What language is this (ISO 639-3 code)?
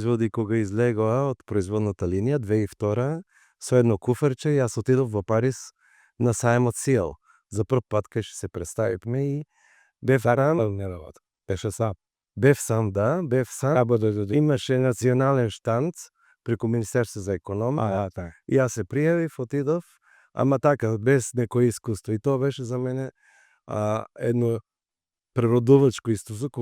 mkd